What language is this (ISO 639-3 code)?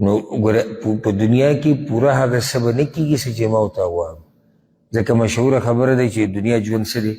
pus